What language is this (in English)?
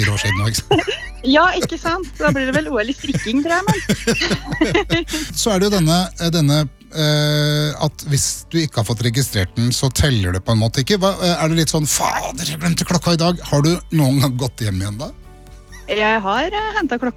Norwegian